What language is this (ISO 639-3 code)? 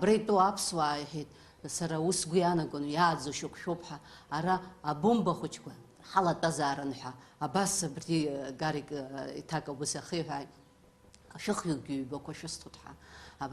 abk